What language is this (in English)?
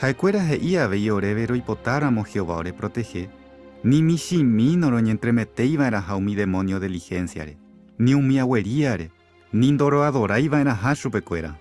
Guarani